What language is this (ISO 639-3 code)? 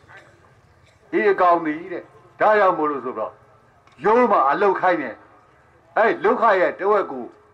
mya